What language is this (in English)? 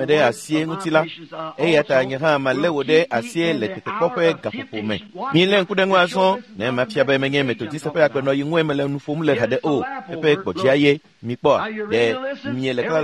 Ewe